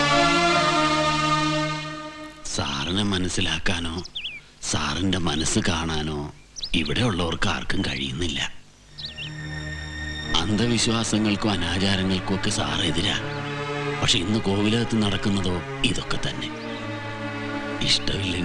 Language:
Malayalam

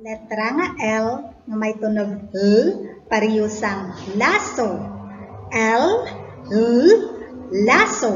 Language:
Hiligaynon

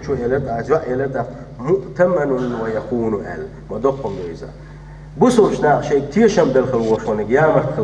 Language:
Chechen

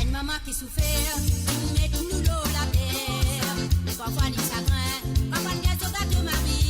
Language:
Morisyen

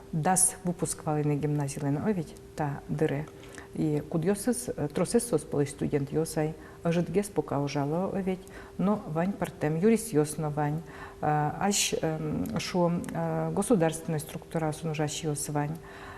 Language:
Udmurt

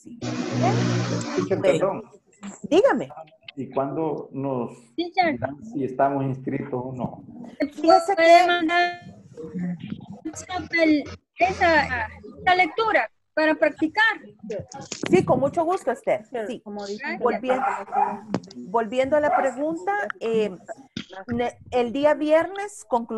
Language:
Spanish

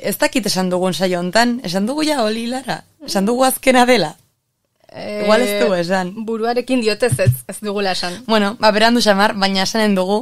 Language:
Basque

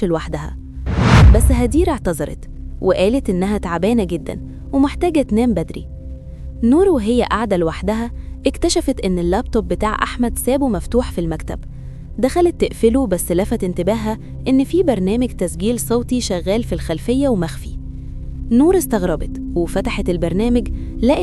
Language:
Egyptian Arabic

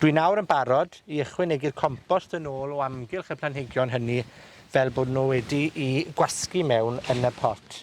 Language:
Welsh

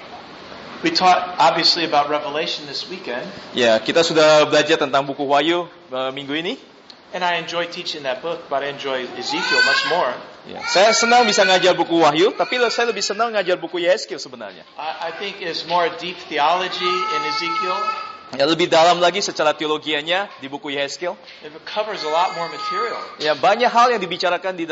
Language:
Indonesian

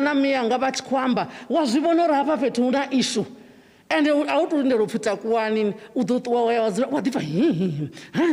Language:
Venda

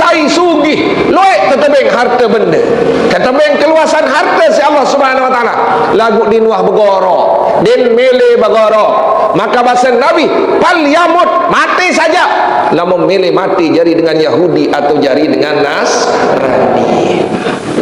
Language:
Sasak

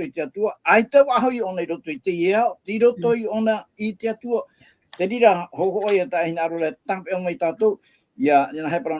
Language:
Tahitian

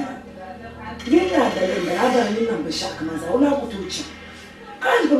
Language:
Dagbani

